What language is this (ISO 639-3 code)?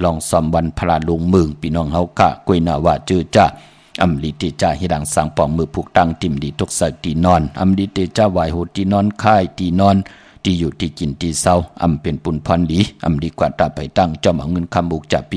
shn